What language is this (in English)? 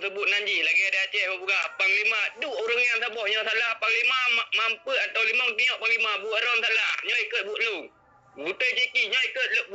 Achinese